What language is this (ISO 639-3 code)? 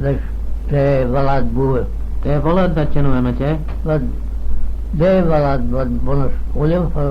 glv